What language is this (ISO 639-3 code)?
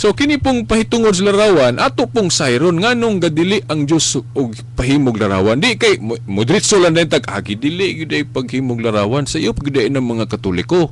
ceb